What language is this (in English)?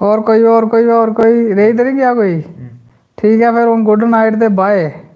Dogri